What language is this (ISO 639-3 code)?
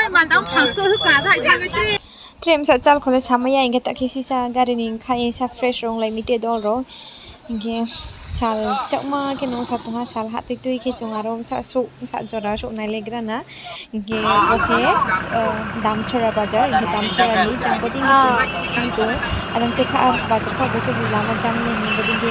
ria